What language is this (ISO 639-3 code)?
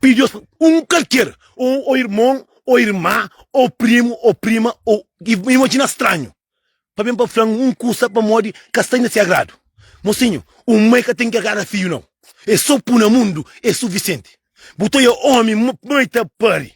kea